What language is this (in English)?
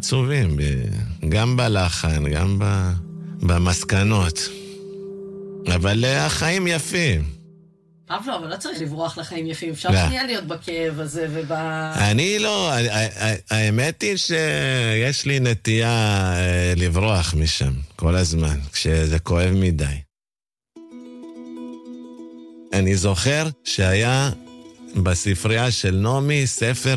Hebrew